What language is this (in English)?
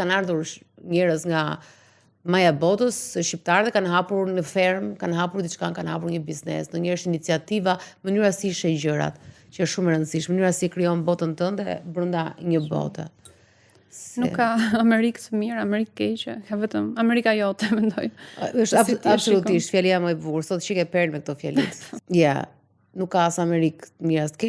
Albanian